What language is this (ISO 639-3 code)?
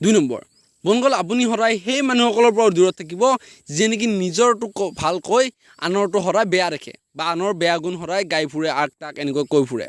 asm